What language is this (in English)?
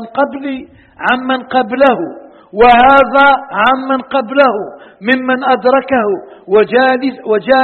Arabic